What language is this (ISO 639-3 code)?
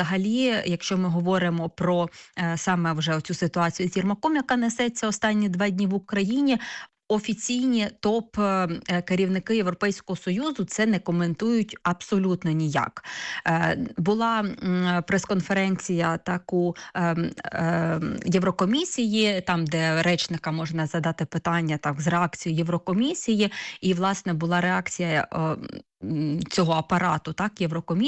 ukr